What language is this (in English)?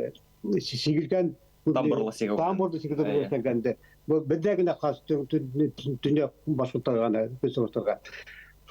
Bashkir